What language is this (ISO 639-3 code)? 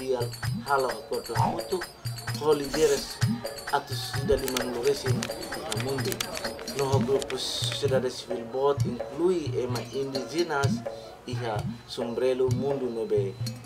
tet